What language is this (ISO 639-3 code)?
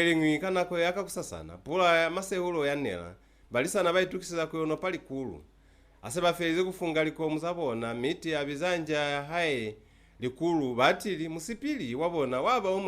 loz